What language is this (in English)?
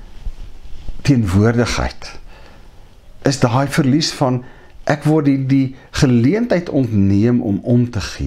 Afrikaans